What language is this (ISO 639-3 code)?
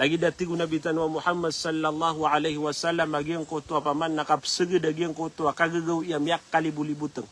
mrw